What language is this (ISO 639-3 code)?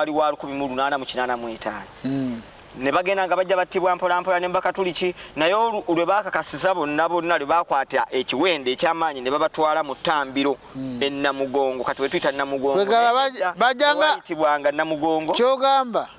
lug